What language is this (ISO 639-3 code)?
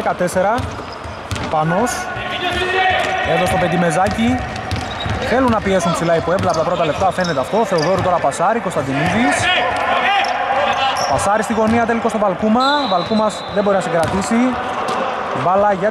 ell